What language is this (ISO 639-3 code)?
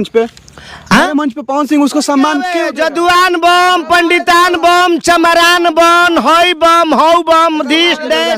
bho